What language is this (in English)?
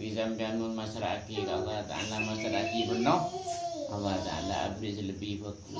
Madurese